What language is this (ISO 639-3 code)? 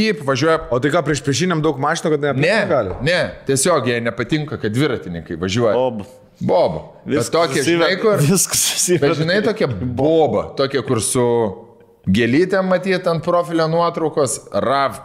lit